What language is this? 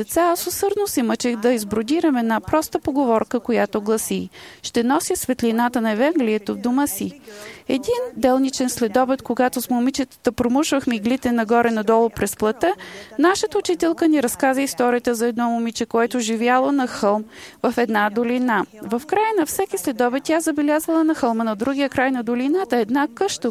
Bulgarian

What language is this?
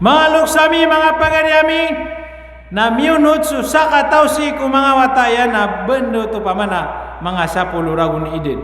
Maranao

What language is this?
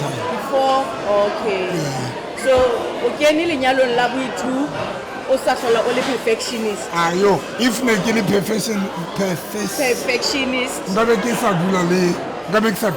Southern Sotho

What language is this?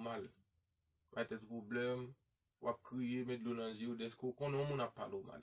Haitian Creole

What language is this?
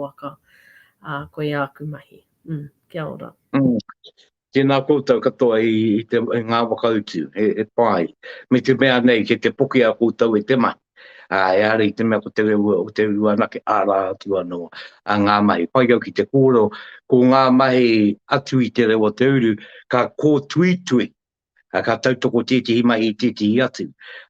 Māori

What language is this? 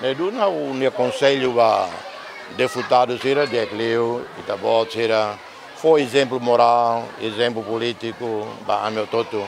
Tetum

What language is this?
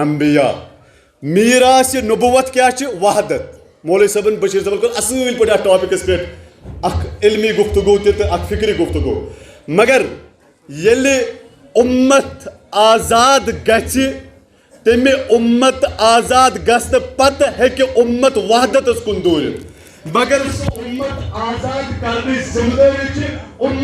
Kashmiri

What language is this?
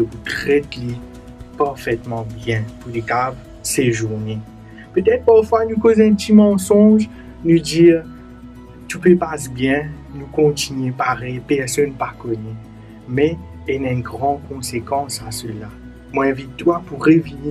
Morisyen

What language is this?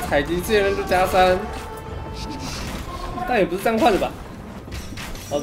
Chinese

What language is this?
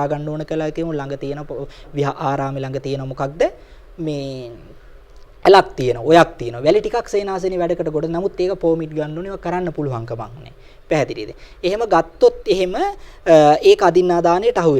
Sinhala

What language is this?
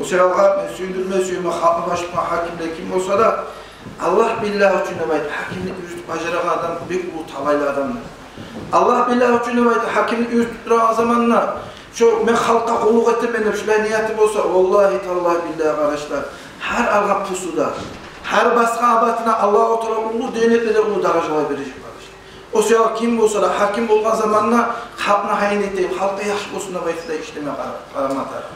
Kumyk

